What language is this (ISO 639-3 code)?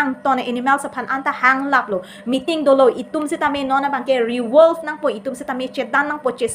mjw